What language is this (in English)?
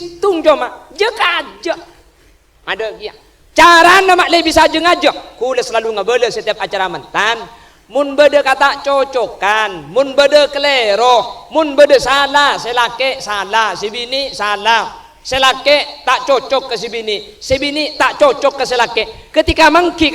Madurese